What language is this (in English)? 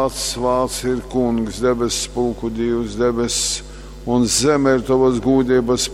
Latgalian